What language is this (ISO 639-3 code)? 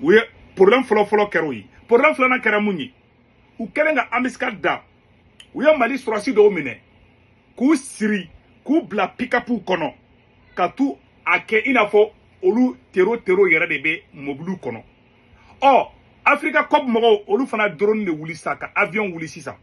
bam